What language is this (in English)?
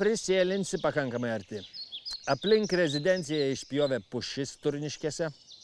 Lithuanian